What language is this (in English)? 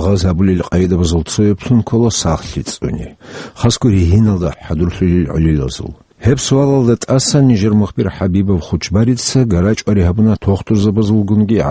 Avaric